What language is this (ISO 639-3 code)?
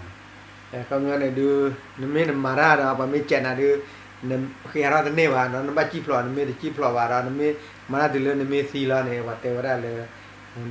ksw